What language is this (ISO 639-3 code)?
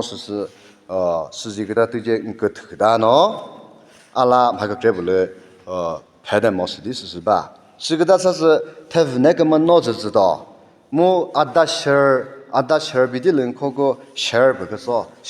nri